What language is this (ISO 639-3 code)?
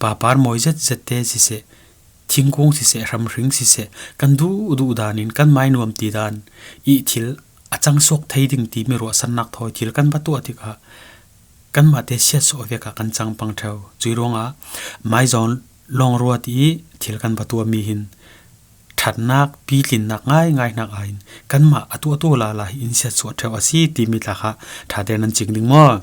cfm